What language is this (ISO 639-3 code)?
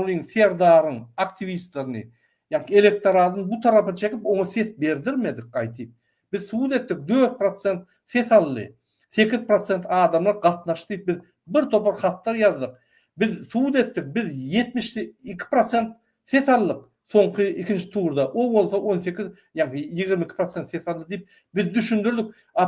tuk